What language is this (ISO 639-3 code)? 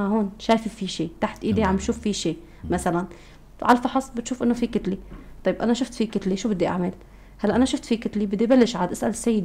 apc